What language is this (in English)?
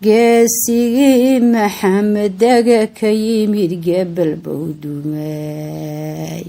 Somali